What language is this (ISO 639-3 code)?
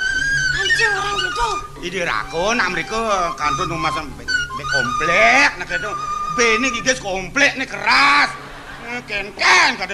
ban